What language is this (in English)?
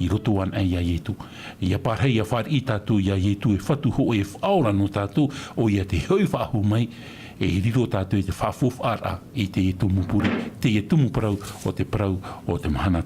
Tahitian